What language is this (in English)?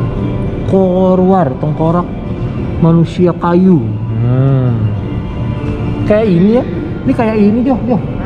Indonesian